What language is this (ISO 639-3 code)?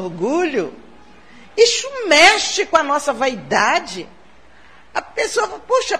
por